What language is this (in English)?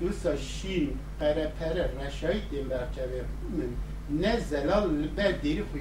Kurdish